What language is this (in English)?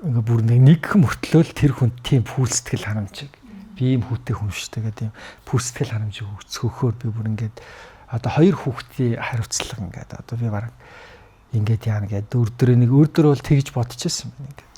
Mongolian